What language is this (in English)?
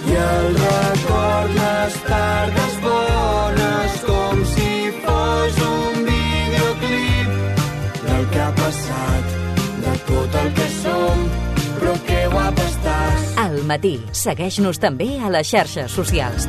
Catalan